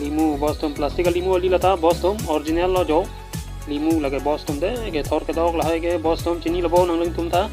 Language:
Karbi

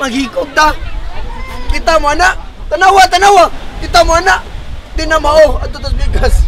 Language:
Cebuano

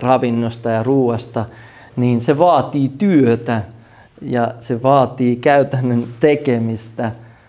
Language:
Finnish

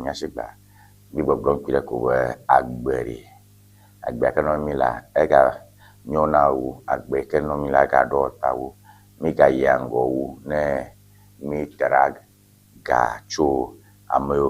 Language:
Ewe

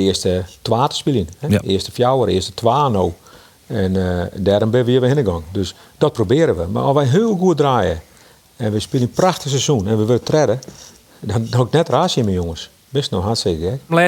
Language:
Western Frisian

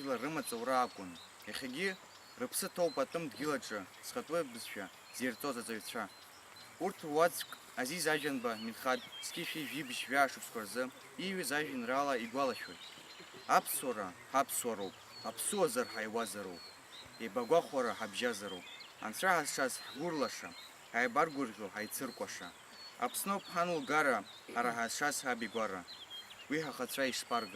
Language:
Abkhazian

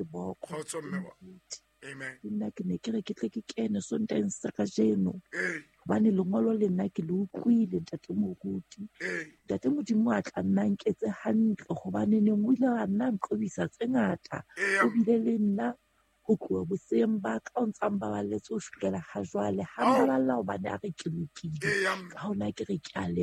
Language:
Southern Sotho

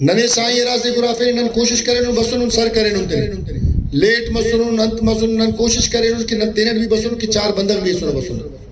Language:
Brahui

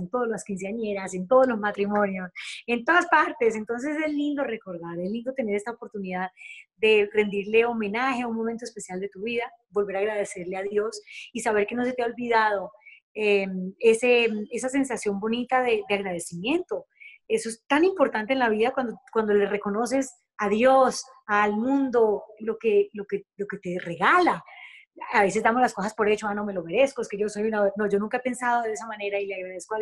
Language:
Spanish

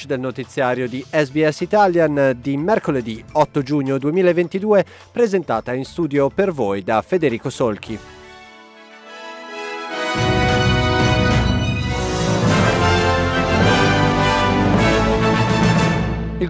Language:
Italian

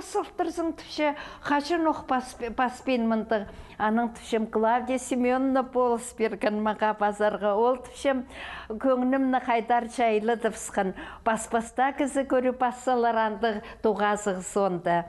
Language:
Khakas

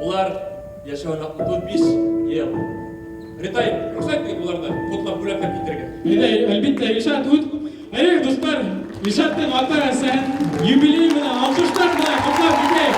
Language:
Bashkir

